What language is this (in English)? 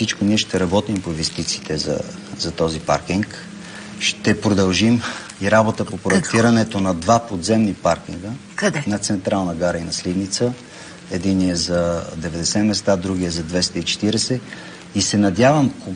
Bulgarian